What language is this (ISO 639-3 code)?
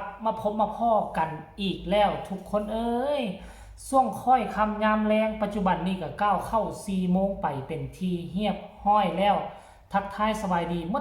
tts